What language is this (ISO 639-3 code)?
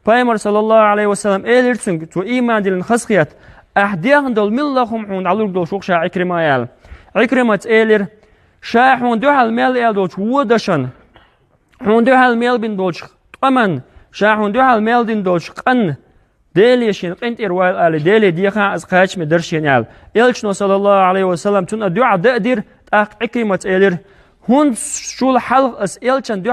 che